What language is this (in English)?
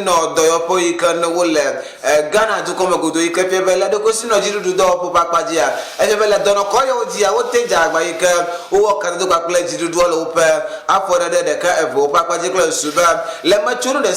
Ewe